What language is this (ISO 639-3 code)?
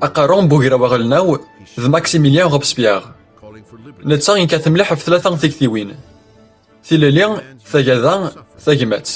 kab